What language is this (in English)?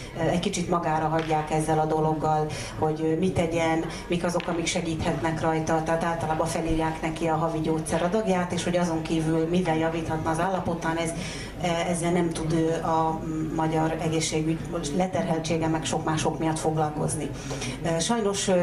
Hungarian